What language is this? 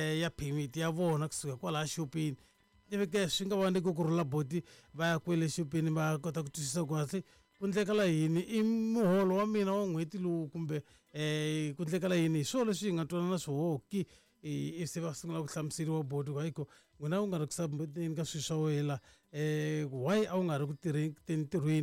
Tsonga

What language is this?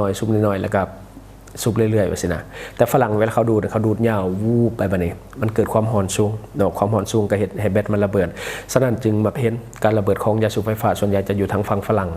Lao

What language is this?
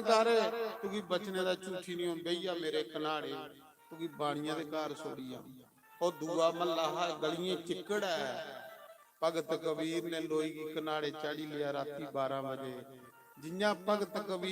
Dogri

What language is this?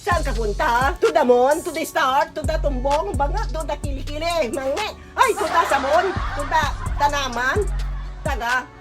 Pangasinan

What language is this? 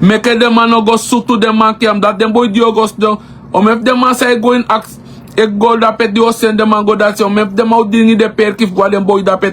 Sranan Tongo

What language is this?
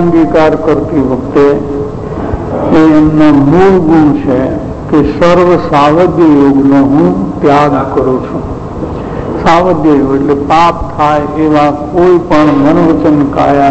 Gujarati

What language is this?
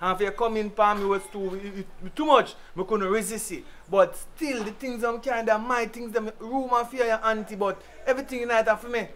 Jamaican Creole English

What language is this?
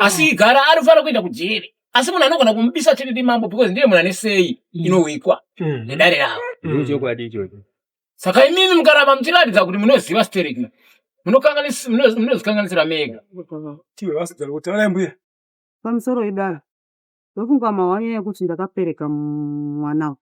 Shona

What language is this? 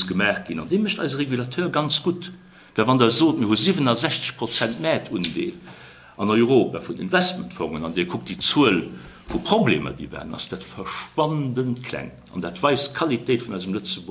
Luxembourgish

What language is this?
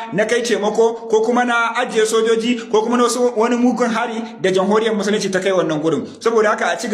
Hausa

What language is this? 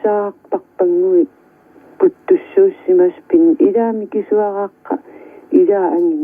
Kalaallisut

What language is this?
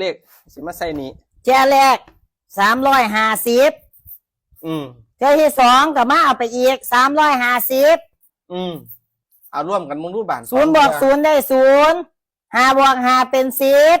Lao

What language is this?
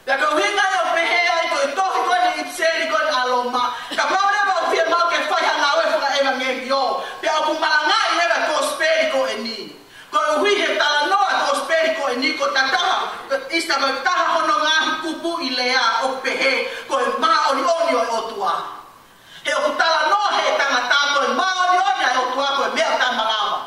Tongan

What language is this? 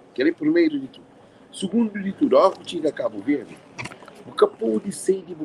Kabuverdianu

